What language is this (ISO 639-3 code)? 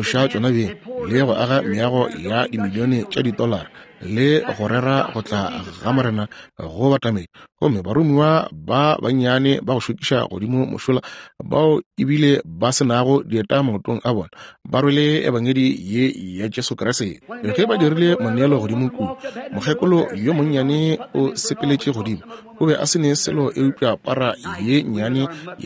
nso